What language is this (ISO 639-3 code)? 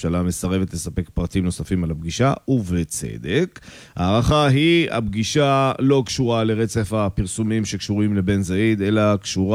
heb